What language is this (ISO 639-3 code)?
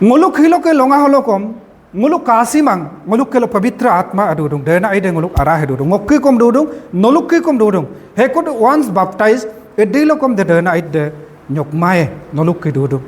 adi